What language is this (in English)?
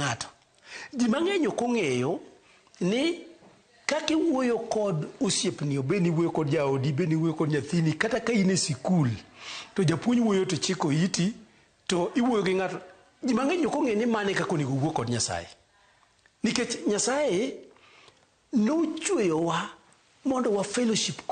Luo (Kenya and Tanzania)